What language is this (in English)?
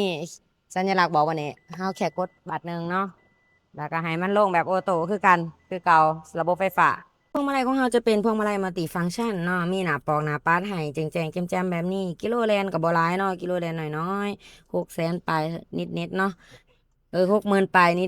Lao